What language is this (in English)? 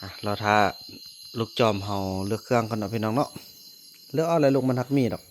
Northeastern Thai